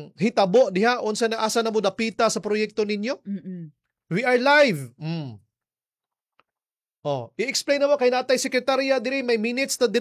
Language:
Cebuano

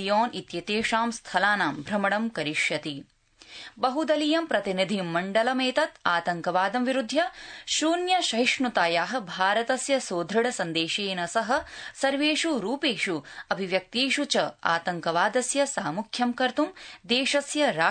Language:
Sanskrit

